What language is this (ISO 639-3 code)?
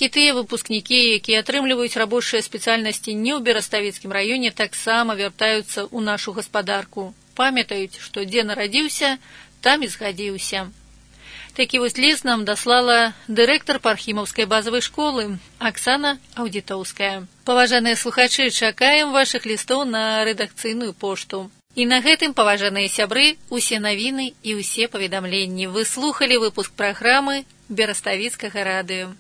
bel